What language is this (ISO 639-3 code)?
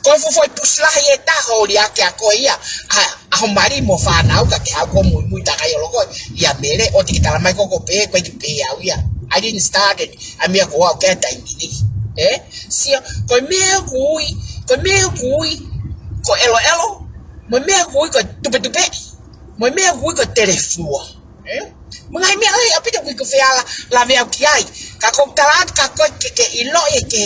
ton